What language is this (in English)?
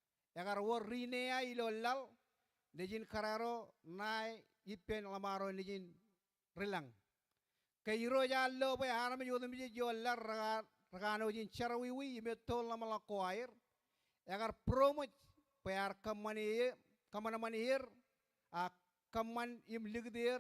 Marshallese